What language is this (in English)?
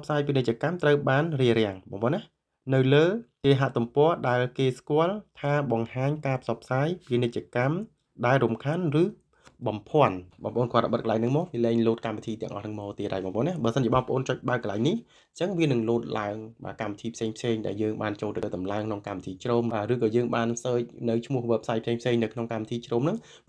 Khmer